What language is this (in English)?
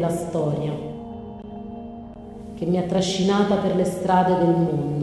Italian